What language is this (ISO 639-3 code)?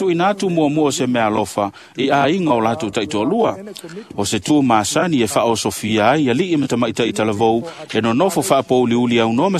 smo